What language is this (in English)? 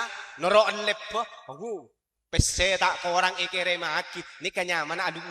Madurese